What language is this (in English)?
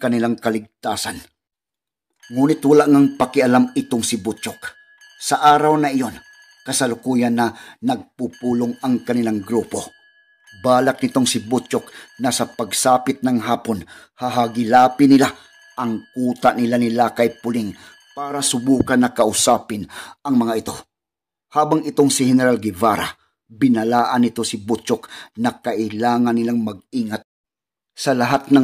Filipino